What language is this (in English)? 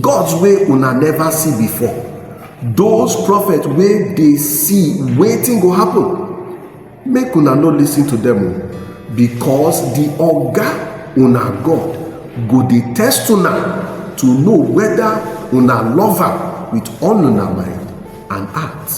Nigerian Pidgin